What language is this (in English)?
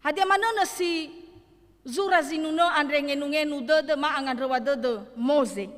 Nias